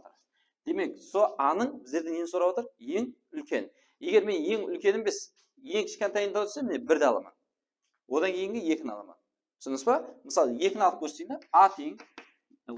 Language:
Kara-Kalpak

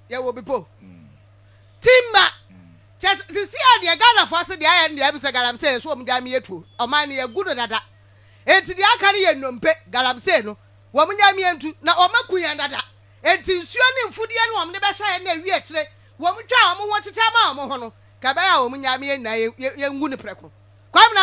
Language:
Akan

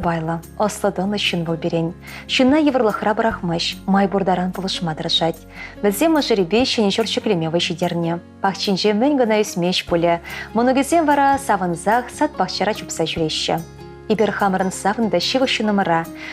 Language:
Chuvash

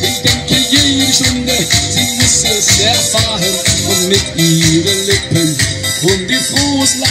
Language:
Limburgish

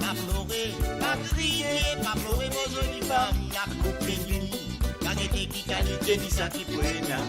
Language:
Morisyen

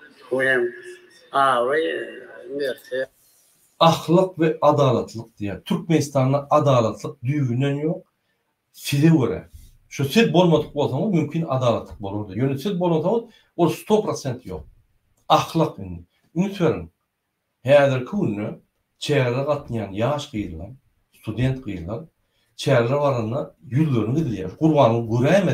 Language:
Turkmen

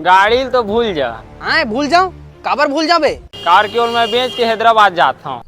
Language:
Chhattisgarhi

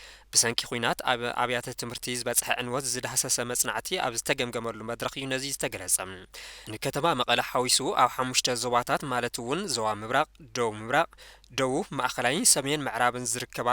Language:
Tigrinya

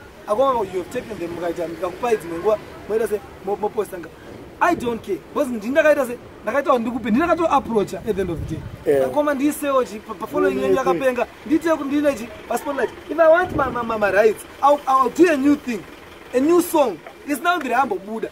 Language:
Shona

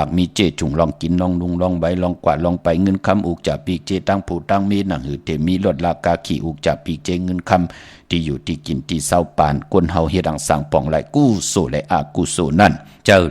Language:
Shan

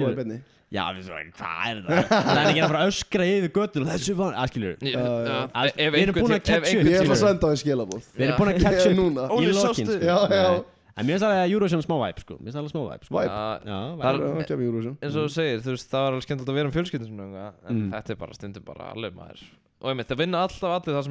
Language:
Icelandic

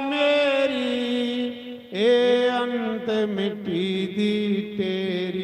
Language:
Dogri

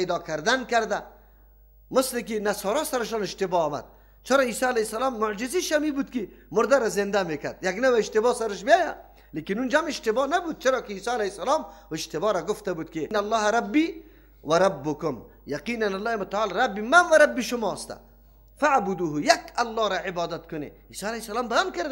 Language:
Persian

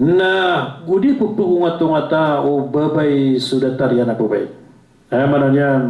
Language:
Maranao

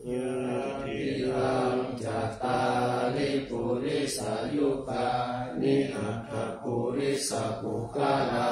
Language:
Pali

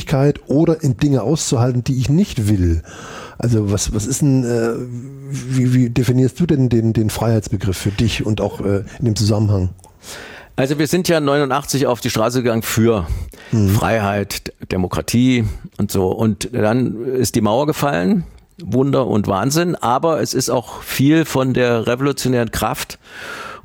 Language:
German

